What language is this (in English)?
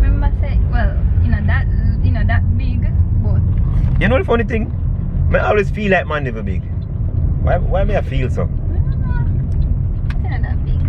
Jamaican Creole English